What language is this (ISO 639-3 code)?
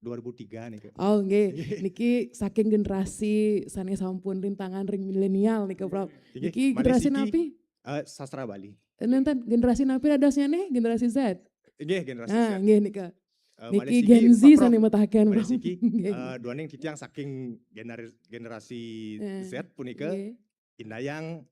ban